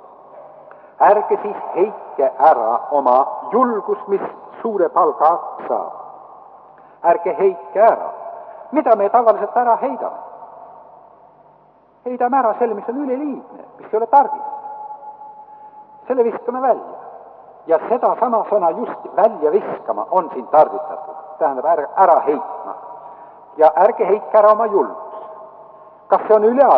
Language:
Estonian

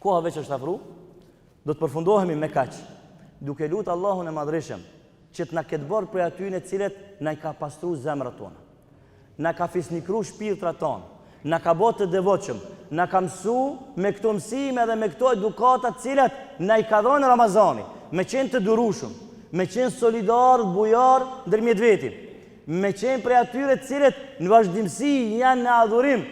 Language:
Albanian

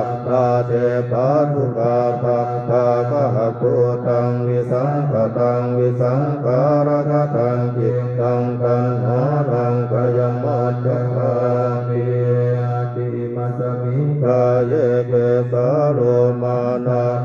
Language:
Pali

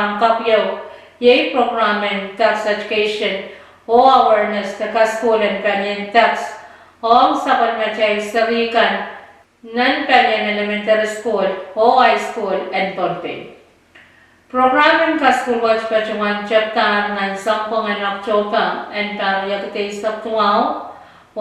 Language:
Pohnpeian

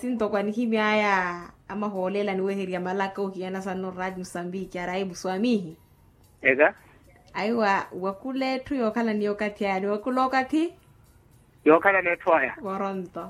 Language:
Makhuwa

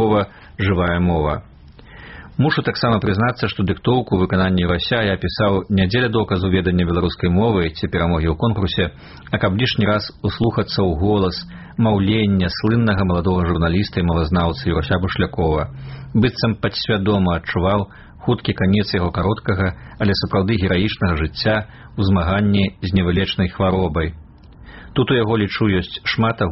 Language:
Belarusian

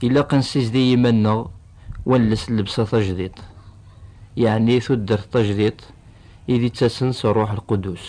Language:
Kabyle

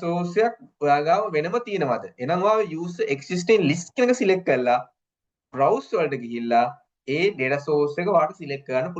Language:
Sinhala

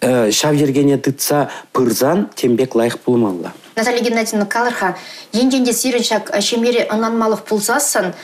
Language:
Chuvash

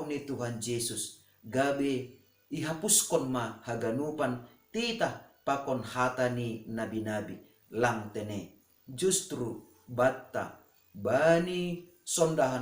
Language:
Batak Simalungun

